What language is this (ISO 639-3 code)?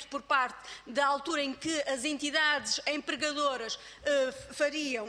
por